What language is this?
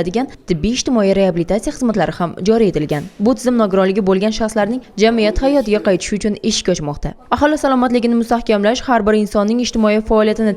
Uzbek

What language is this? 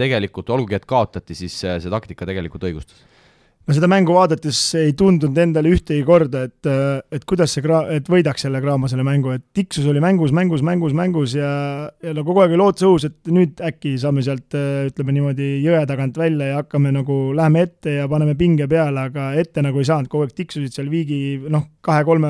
Estonian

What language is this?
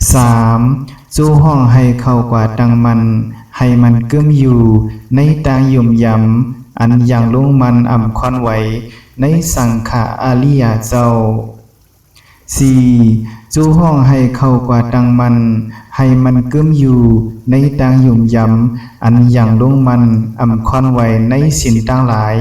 Shan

